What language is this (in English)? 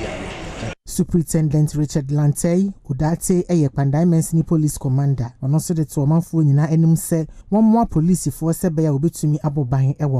Akan